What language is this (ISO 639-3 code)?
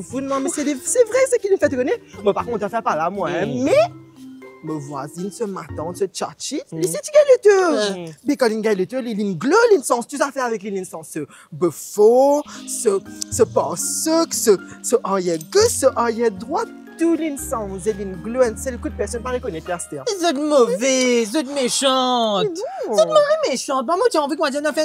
mfe